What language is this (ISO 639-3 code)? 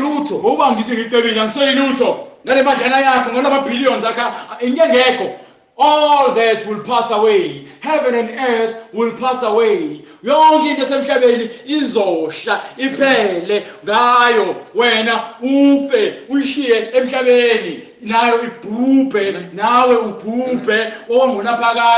zul